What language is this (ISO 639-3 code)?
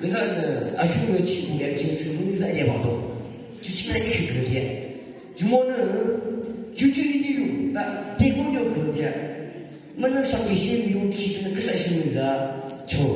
yim